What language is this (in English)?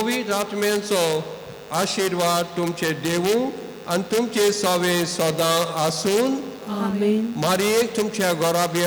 Konkani